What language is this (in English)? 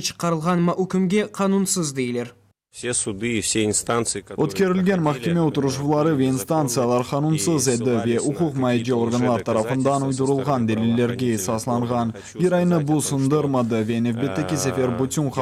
Crimean Tatar